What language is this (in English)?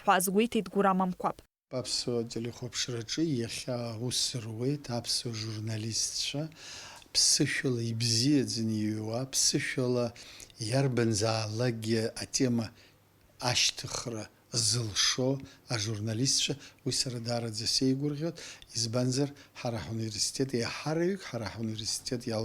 Abkhazian